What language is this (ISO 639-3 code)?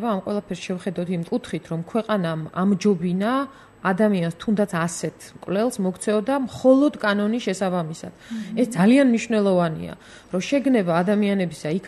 kat